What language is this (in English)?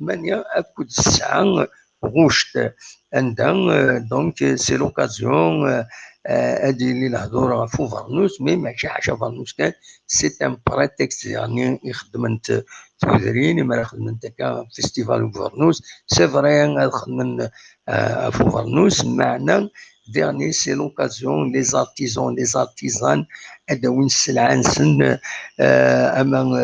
Kabyle